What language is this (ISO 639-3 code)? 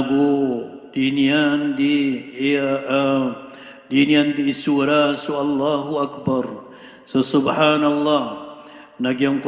mrw